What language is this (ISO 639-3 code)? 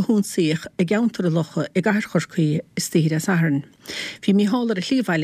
gle